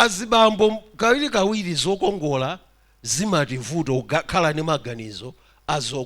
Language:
Nyanja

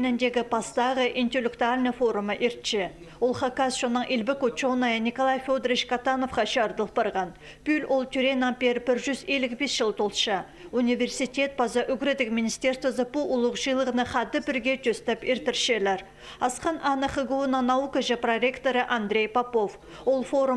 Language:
Khakas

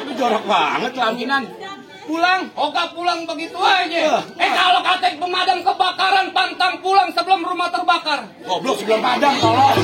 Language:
Betawi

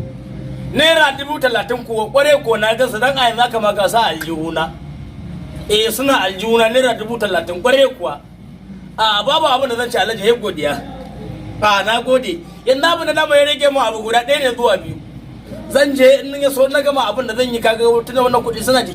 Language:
Hausa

